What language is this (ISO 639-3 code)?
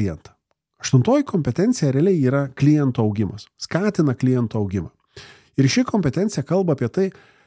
lit